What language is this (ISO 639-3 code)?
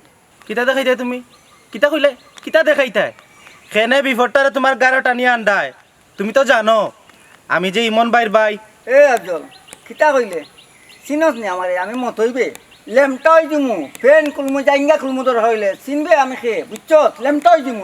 syl